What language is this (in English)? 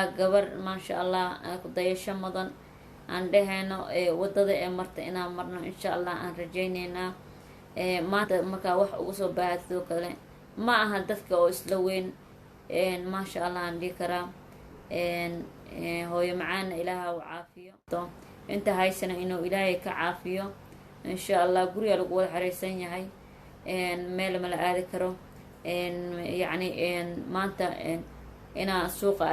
Somali